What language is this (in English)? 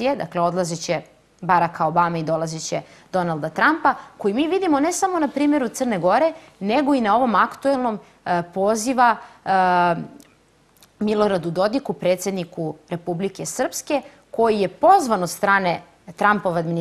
Serbian